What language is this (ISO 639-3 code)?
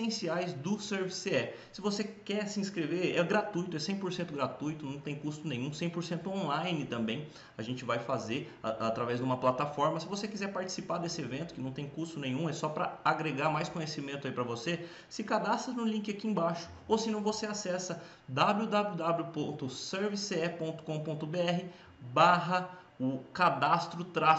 por